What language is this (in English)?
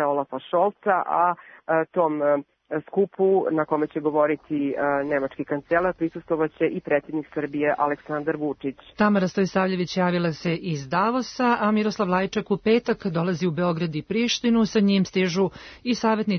Serbian